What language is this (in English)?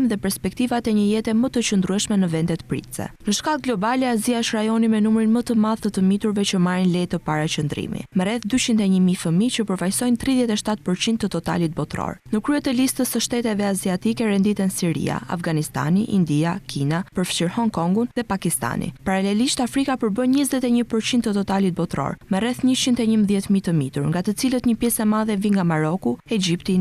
Albanian